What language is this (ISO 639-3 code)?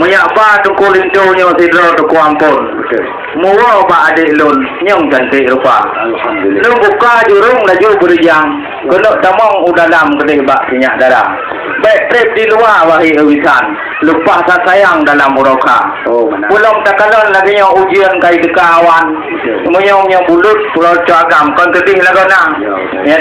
ace